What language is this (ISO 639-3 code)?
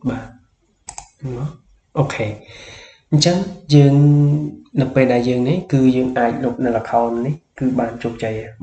khm